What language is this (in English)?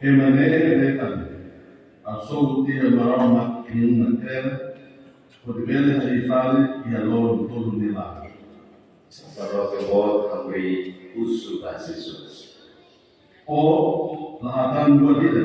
Tetum